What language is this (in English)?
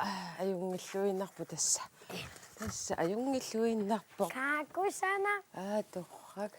Kalaallisut